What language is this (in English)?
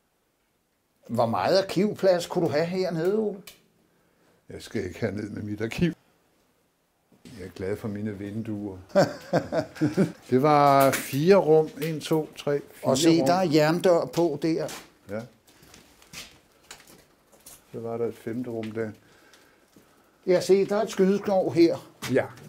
Danish